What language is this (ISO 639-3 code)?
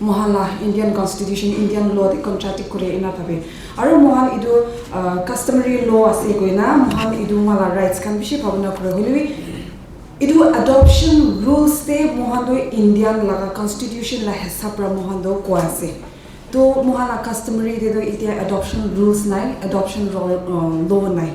nag